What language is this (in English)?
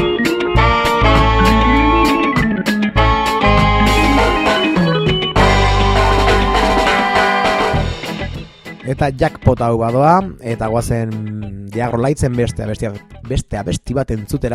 Basque